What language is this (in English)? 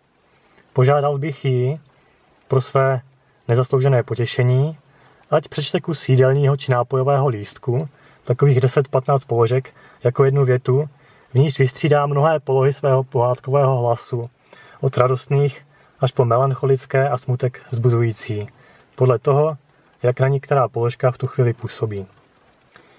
Czech